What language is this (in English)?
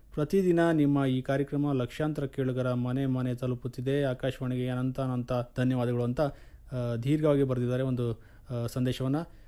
Kannada